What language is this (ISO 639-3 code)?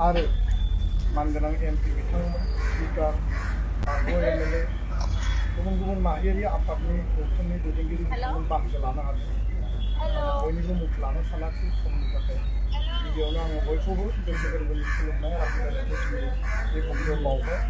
brx